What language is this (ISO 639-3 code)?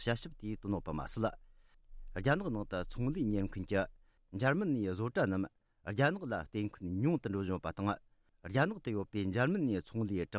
bod